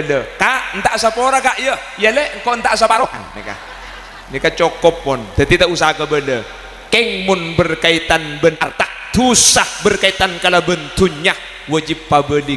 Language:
Madurese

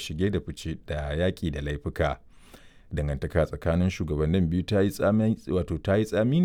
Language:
Hausa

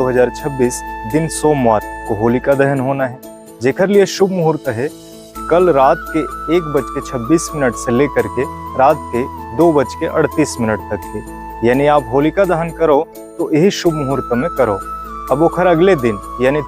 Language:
Chhattisgarhi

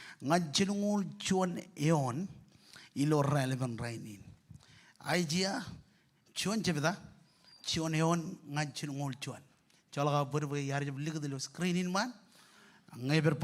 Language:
Marshallese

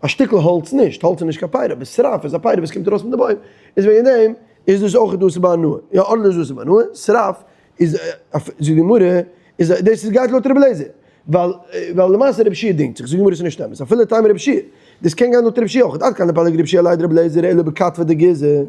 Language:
Yiddish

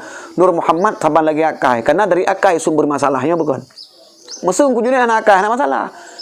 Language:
Achinese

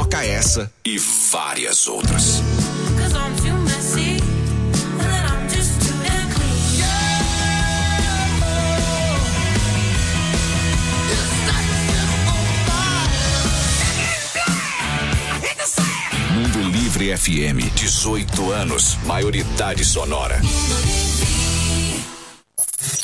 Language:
Portuguese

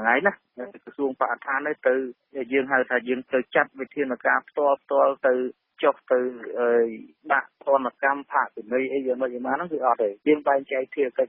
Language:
Khmer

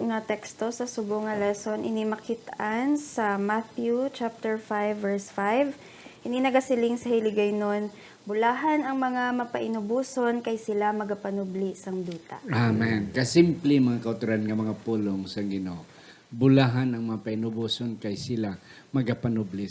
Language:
Hiligaynon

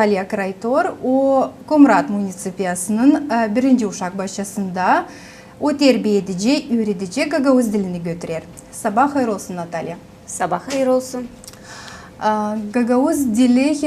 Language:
Gagauz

